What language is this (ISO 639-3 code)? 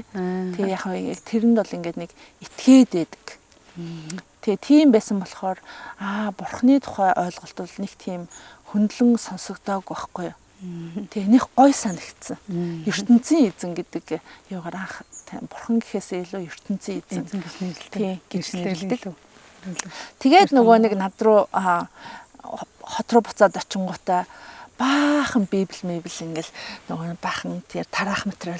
mon